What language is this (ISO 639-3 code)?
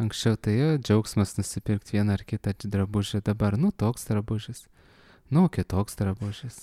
lit